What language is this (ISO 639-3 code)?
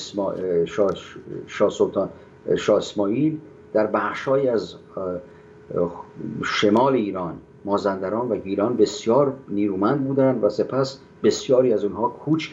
fas